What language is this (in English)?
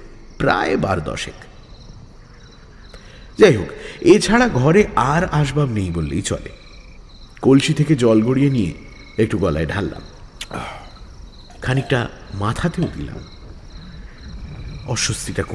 Bangla